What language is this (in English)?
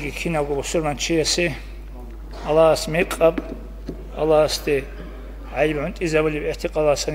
Avaric